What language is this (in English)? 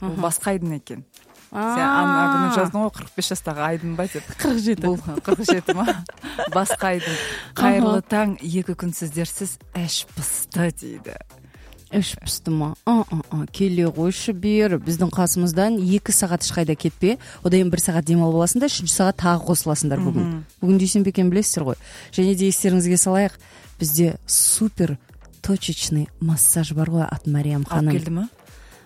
Kazakh